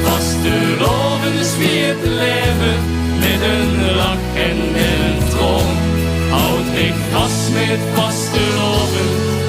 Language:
Limburgish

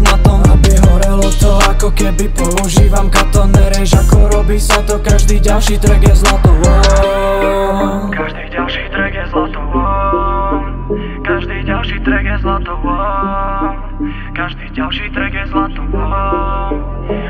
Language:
Slovak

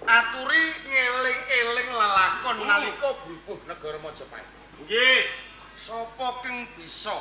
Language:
Javanese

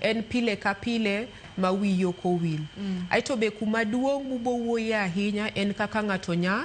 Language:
Luo (Kenya and Tanzania)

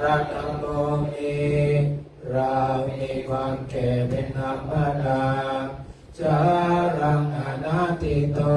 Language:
Pali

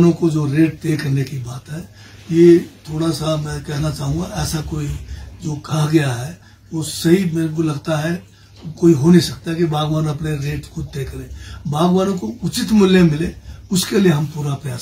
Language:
Hindi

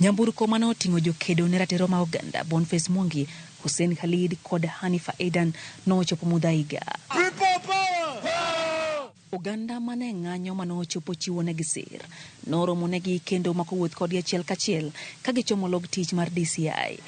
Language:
Luo (Kenya and Tanzania)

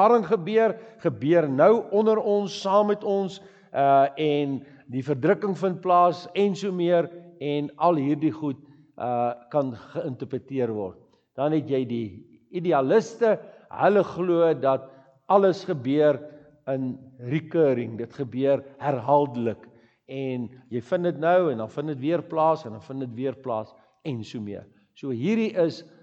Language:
Afrikaans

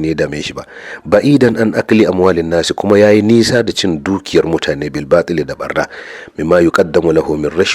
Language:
Hausa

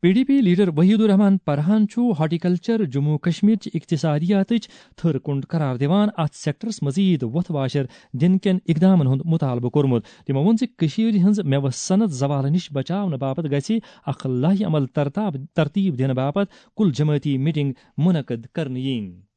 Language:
Kashmiri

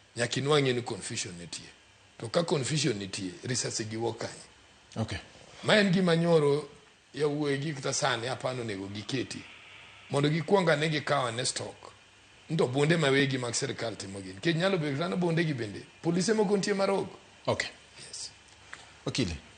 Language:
Luo (Kenya and Tanzania)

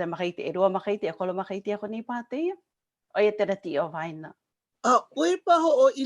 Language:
Hawaiian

